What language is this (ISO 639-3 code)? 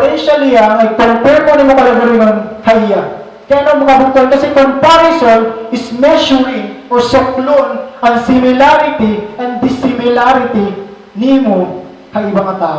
war